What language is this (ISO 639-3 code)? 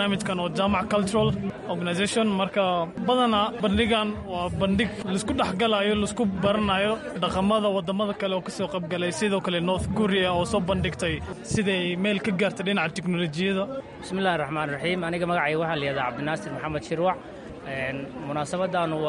som